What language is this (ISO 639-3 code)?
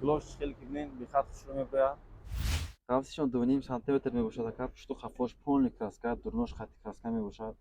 tgk